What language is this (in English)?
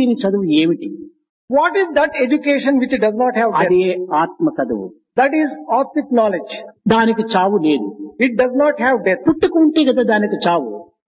Telugu